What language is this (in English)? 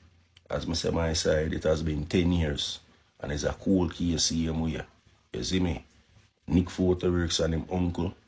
Jamaican Creole English